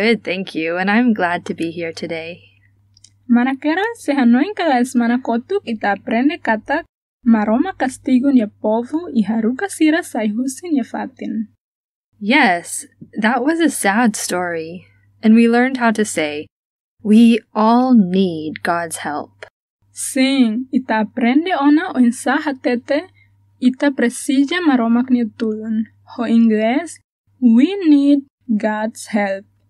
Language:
Tetum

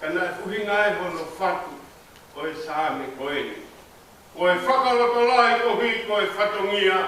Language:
Tongan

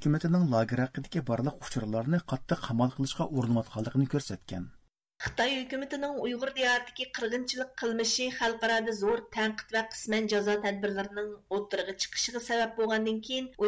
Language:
Uyghur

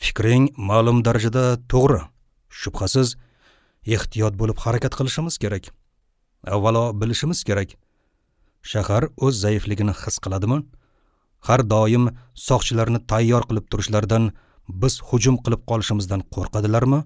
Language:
Uzbek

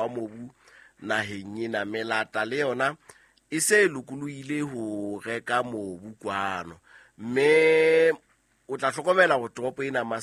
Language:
Southern Sotho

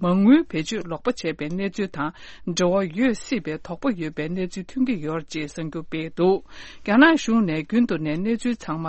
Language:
Tibetan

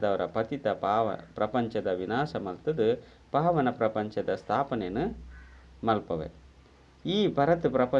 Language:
Tulu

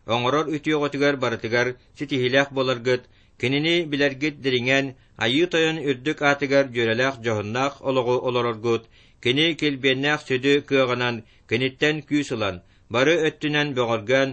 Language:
Yakut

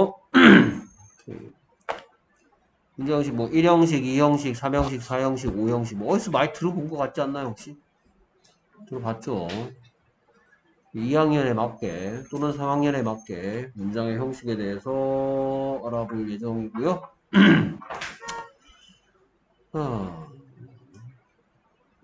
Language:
Korean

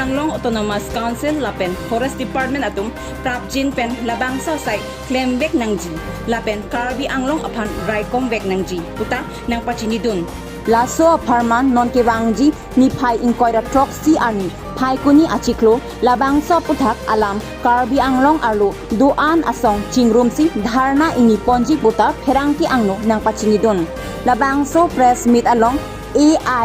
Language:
Karbi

